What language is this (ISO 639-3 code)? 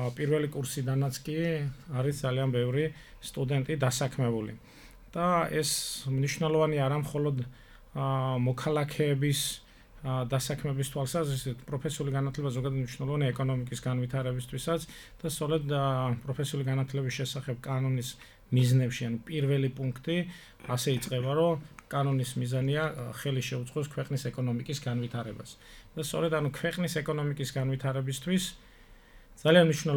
kat